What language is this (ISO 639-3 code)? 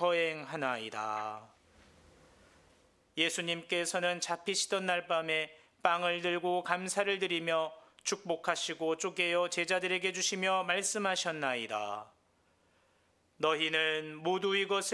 kor